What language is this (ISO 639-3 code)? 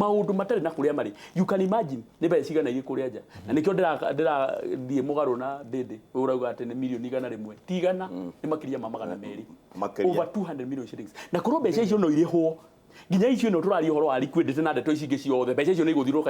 kik